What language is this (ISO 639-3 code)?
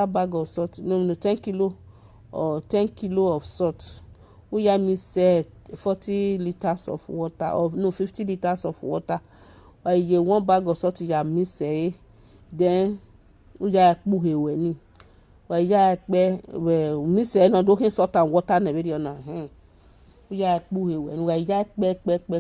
pcm